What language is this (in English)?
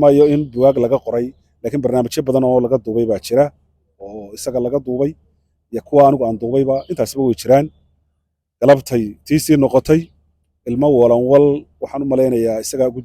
Somali